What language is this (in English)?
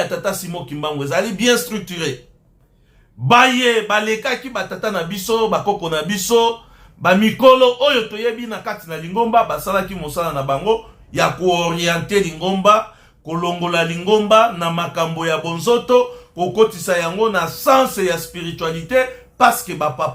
Lingala